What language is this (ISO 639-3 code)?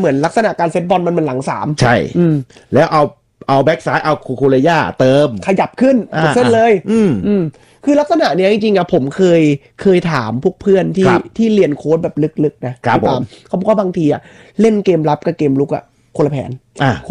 tha